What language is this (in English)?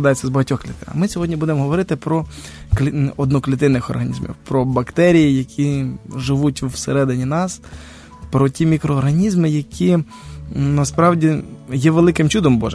Ukrainian